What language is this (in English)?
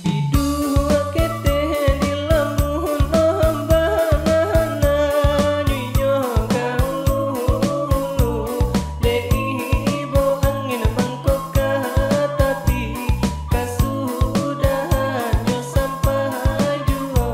Minangkabau